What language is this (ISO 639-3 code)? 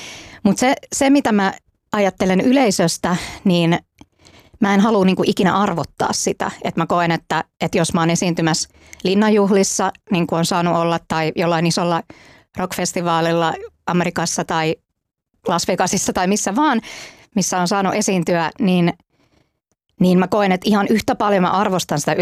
fin